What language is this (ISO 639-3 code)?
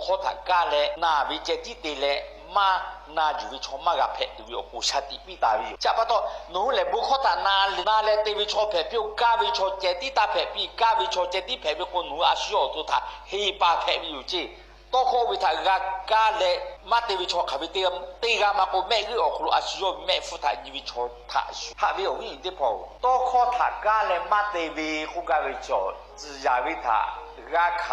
lhu